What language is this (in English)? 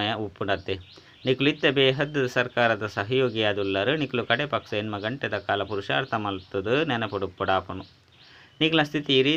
Tulu